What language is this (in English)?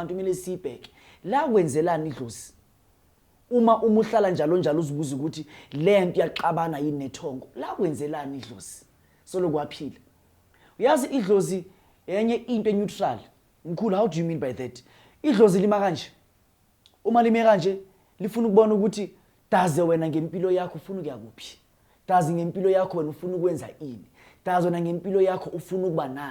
Zulu